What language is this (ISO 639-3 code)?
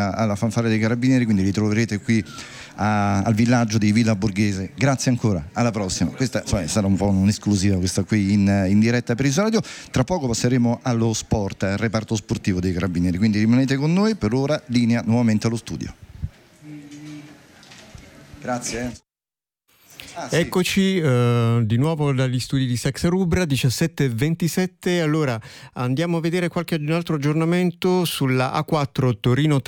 ita